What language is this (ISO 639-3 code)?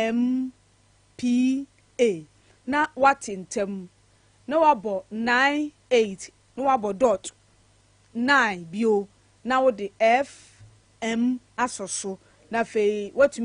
aka